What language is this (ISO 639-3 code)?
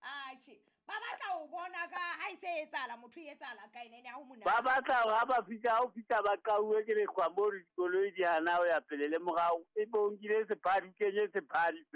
sot